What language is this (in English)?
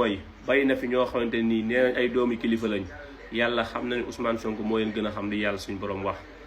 Wolof